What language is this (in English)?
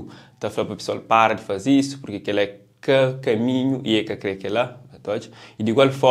Kabuverdianu